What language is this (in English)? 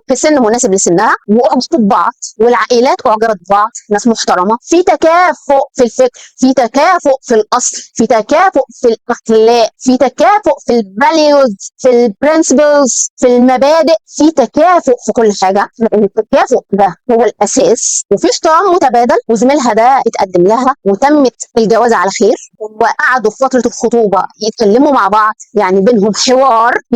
Egyptian Arabic